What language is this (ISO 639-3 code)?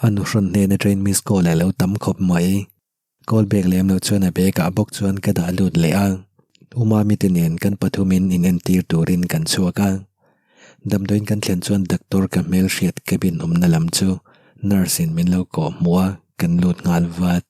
lus